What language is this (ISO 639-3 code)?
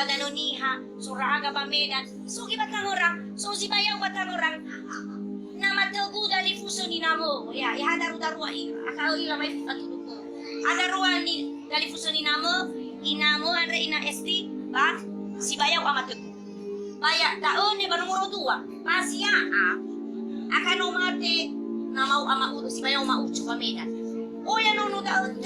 nia